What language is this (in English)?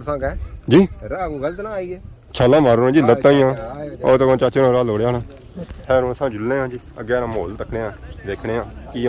Pahari-Potwari